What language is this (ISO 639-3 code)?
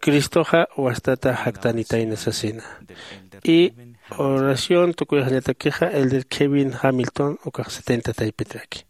aym